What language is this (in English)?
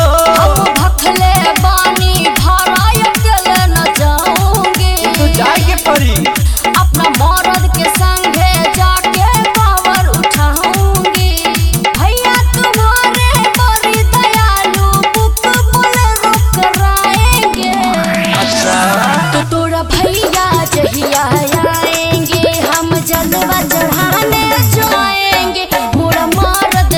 Bhojpuri